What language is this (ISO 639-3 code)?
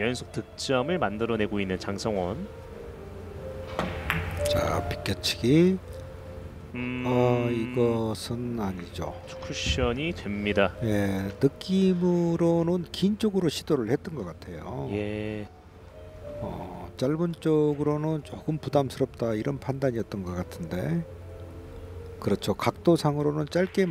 kor